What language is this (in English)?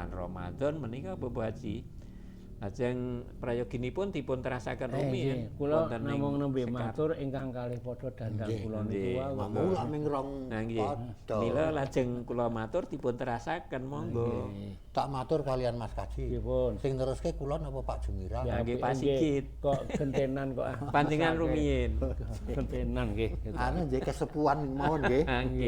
Javanese